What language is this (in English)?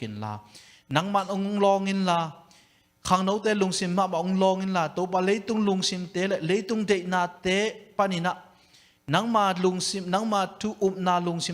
Tedim Chin